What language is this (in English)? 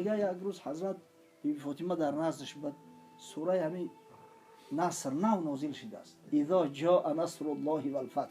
Tajik